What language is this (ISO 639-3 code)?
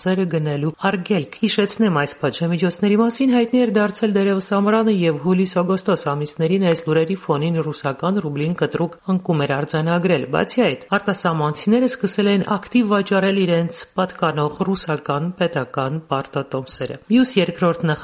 hye